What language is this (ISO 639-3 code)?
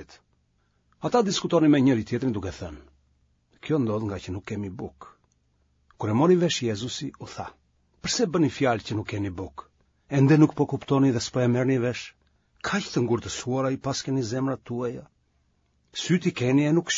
sqi